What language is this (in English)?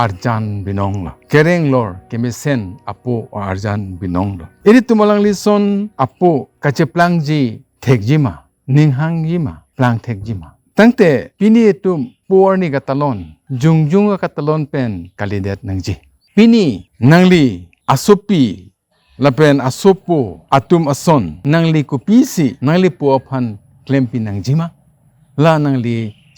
Karbi